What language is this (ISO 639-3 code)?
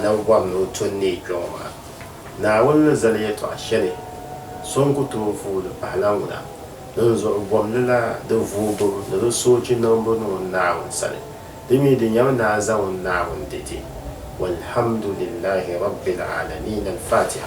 dag